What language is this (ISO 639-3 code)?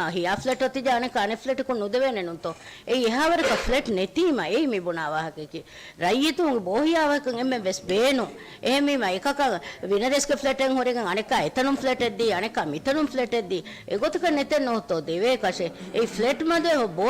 div